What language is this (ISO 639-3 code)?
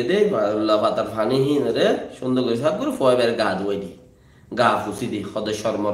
rhg